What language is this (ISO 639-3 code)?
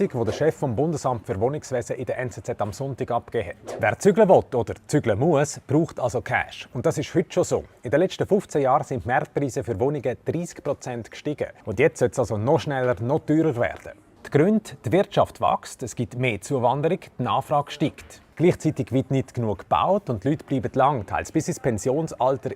gsw